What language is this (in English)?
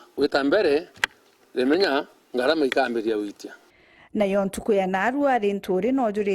Meru